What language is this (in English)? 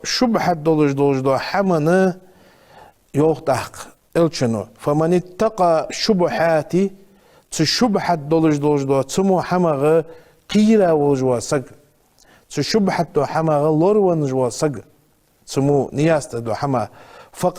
Ingush